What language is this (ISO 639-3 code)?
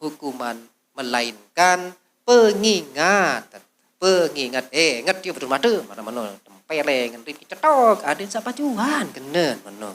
sas